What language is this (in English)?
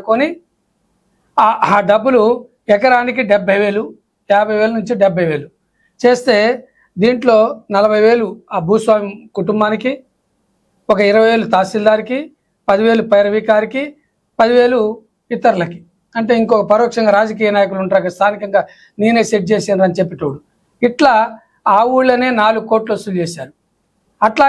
Telugu